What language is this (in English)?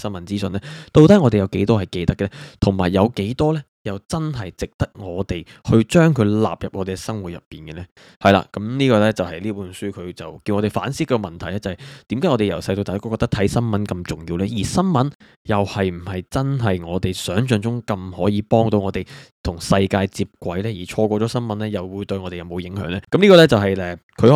Cantonese